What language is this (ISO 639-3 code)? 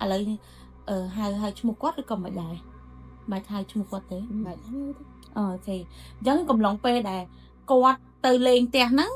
khm